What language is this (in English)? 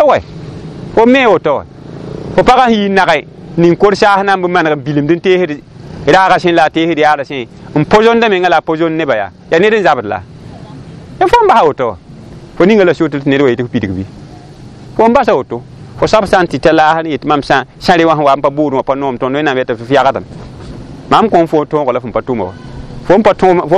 Mossi